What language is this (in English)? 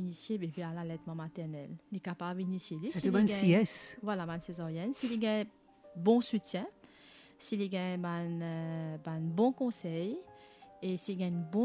Morisyen